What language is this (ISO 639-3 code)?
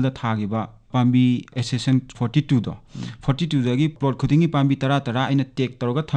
mni